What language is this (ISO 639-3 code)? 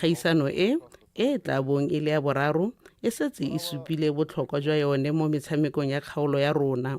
tsn